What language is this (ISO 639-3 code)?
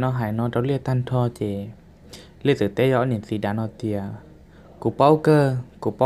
hmn